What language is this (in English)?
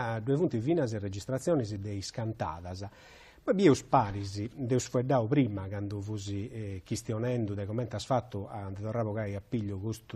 Sardinian